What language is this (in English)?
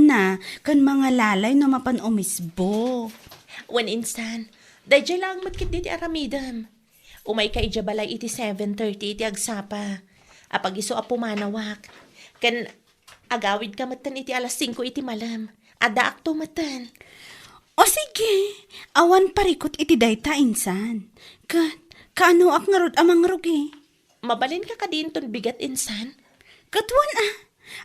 Iloko